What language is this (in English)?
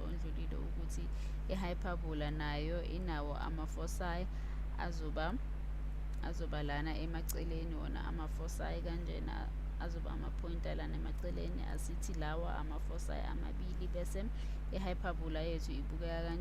Zulu